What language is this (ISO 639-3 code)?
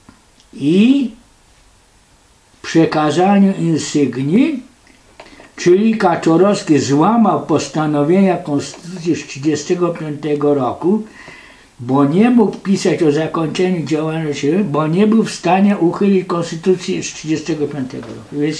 pol